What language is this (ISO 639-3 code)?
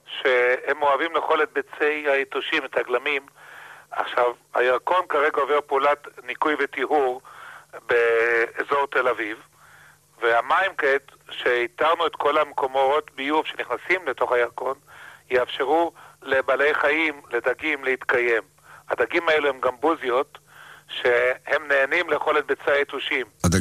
heb